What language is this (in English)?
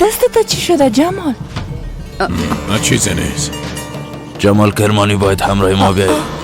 Persian